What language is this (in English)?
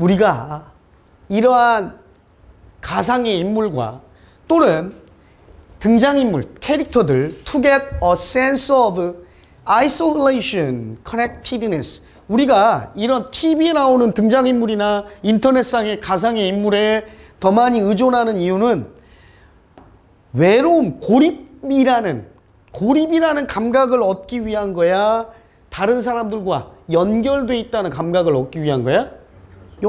Korean